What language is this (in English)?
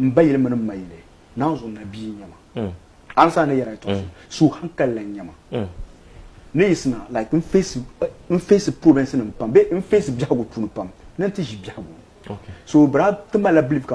Dagbani